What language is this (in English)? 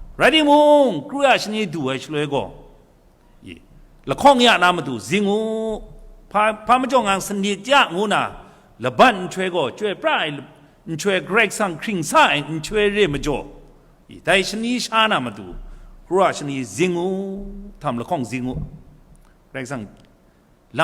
Kachin